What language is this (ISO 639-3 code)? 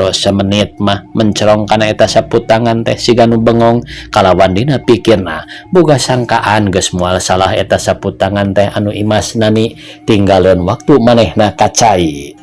sun